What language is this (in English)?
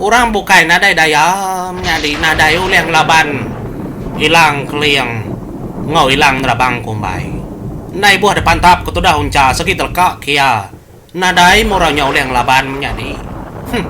Iban